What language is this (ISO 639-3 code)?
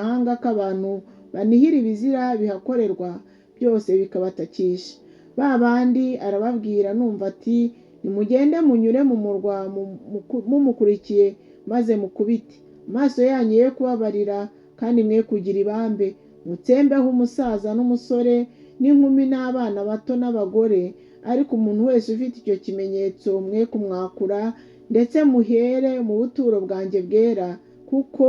kin